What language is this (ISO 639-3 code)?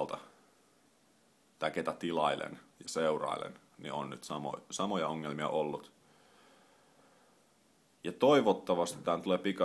fin